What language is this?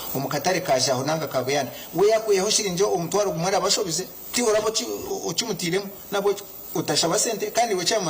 Nyankole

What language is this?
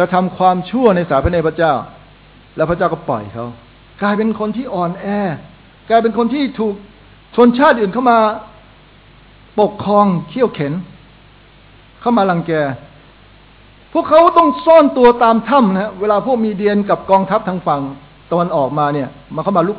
Thai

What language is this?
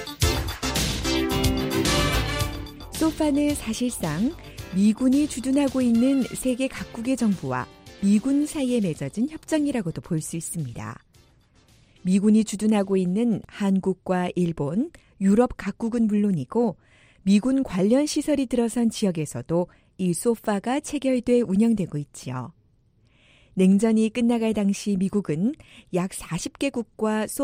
Korean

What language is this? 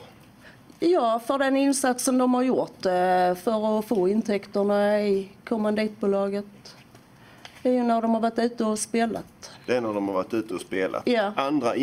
Swedish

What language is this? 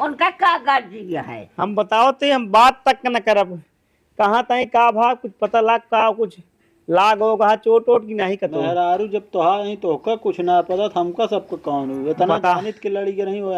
Awadhi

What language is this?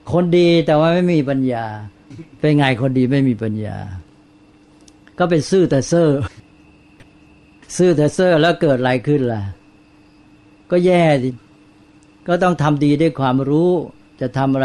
Thai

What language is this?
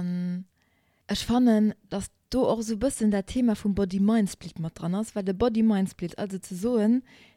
Luxembourgish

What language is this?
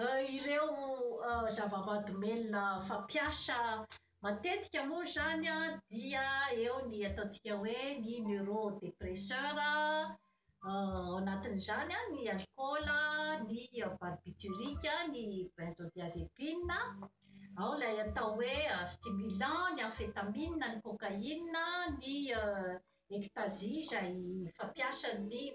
Malagasy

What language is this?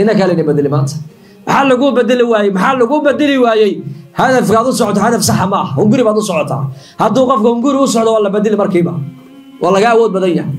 Somali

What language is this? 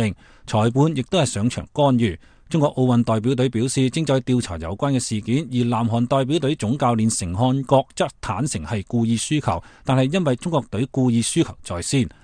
Cantonese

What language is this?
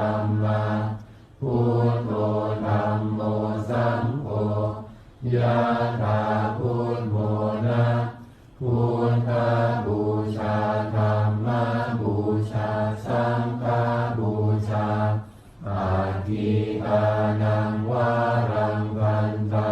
Pali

